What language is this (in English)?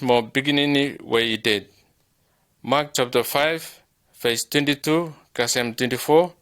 Bislama